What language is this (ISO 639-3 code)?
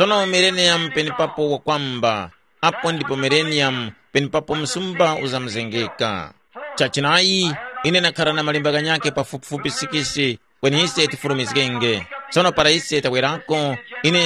tum